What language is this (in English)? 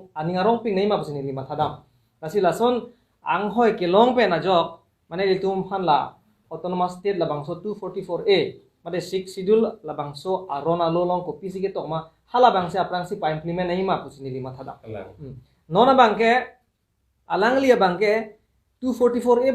Karbi